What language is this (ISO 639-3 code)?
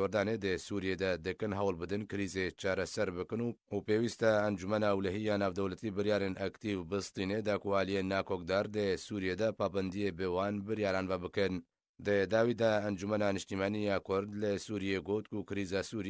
kur